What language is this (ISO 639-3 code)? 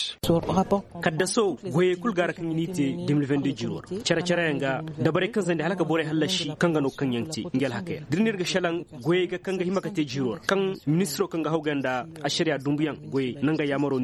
dje